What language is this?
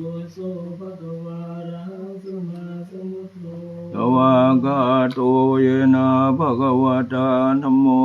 Pali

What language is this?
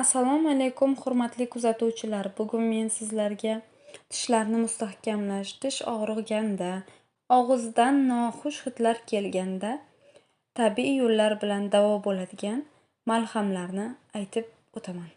Uzbek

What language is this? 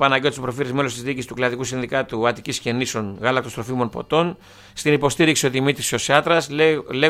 Greek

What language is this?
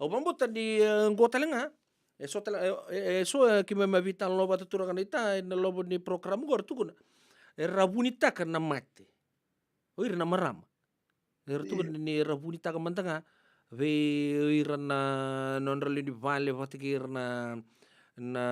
Fijian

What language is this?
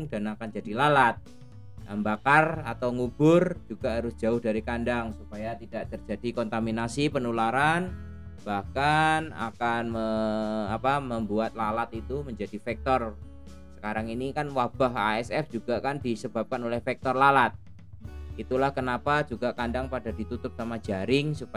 Indonesian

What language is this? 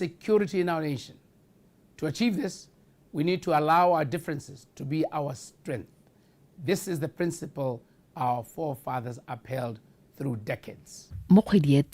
Tswana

